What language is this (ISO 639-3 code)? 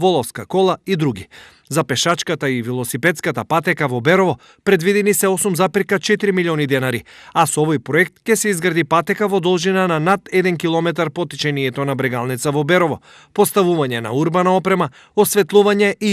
mkd